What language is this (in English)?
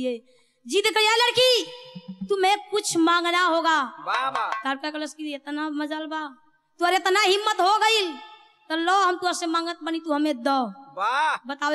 Bhojpuri